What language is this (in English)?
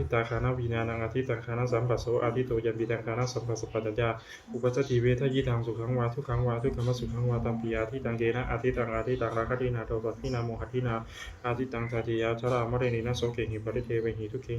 Pali